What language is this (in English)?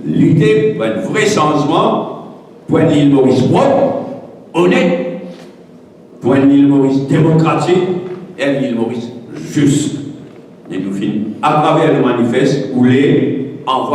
Morisyen